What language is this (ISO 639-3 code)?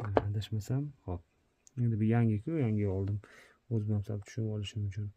uzb